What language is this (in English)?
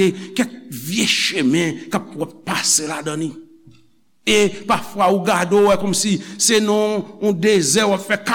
Haitian Creole